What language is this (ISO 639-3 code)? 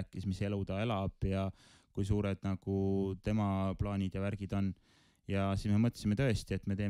est